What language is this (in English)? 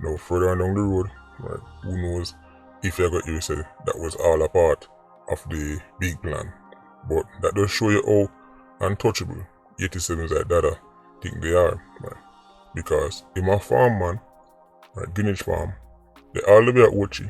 Jamaican Creole English